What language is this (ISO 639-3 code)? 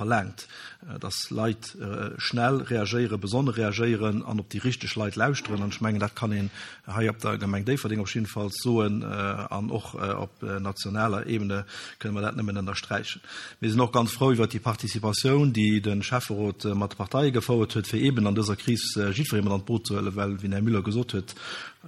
ltz